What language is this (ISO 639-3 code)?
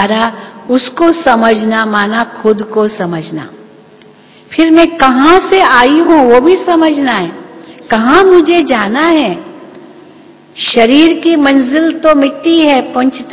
hin